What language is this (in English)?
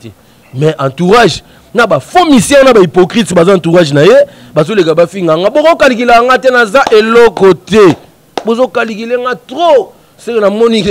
Lingala